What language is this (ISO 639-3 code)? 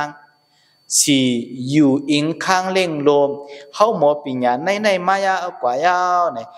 shn